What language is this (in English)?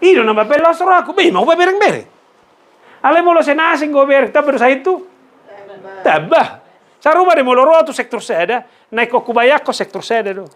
Batak Toba